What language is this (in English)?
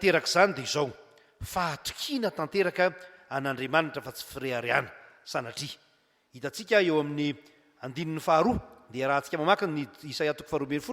Malagasy